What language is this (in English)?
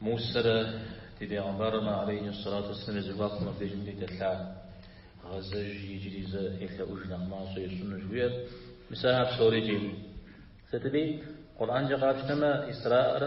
Kabardian